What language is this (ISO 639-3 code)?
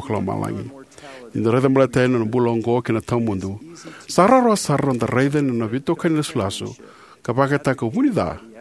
fij